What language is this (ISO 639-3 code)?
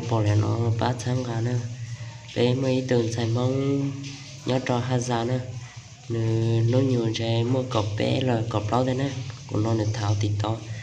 hmn